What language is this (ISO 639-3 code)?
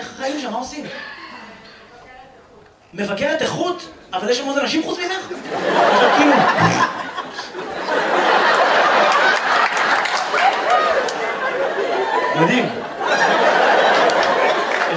heb